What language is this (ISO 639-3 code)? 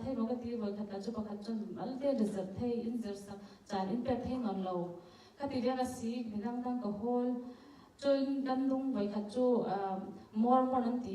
cfm